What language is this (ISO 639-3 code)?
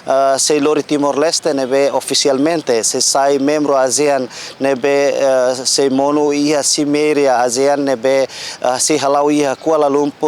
tet